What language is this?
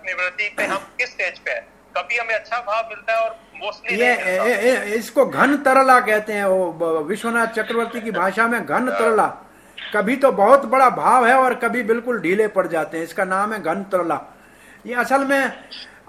Hindi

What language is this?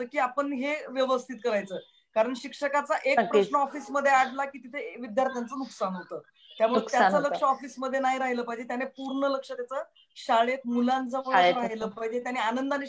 Marathi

